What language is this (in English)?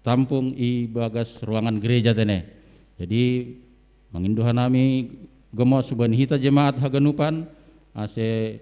Batak Simalungun